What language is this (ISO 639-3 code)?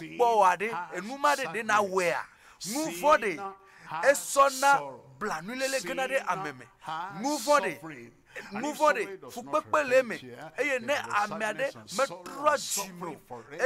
ewe